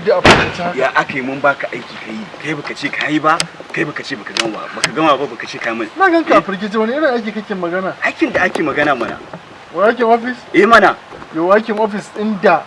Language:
Hausa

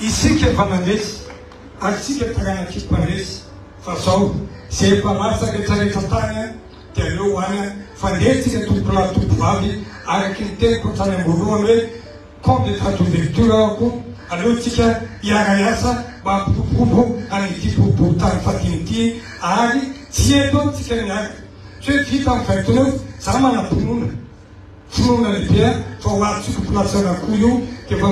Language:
Malagasy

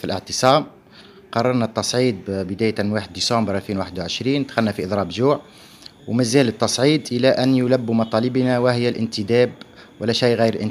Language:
Tunisian Arabic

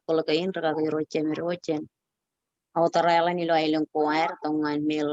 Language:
Marshallese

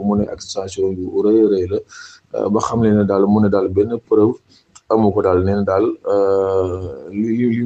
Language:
Wolof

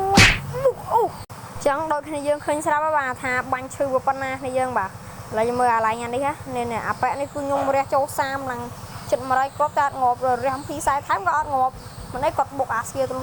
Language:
Khmer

